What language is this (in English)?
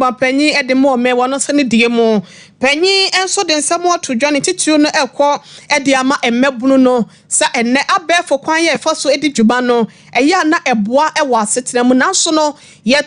Akan